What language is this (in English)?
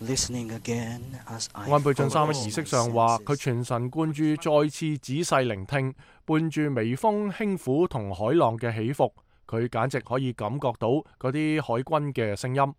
Cantonese